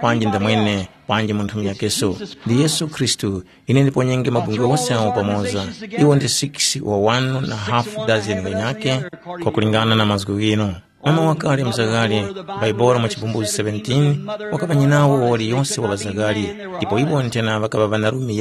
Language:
Tumbuka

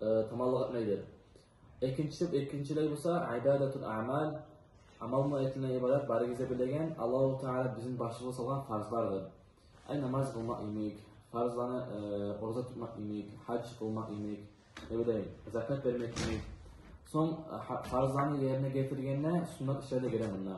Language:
Kumyk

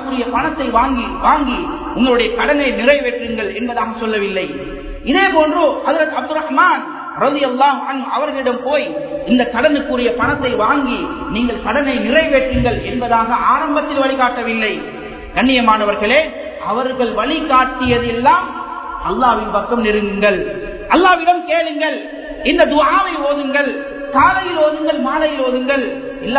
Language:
Tamil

